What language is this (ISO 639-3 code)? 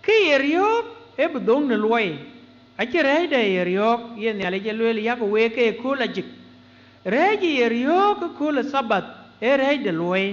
din